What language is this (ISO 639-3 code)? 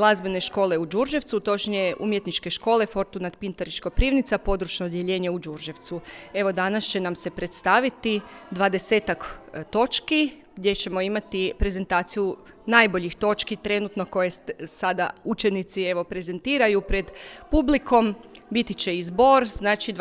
hrv